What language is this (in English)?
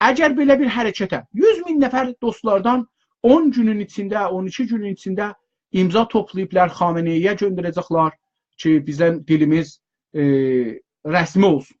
South Azerbaijani